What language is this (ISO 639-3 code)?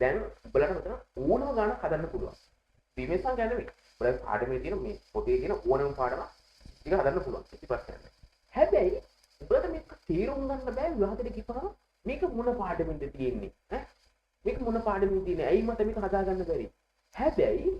sin